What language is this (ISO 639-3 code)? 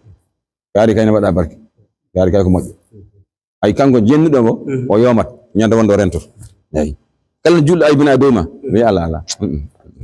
ful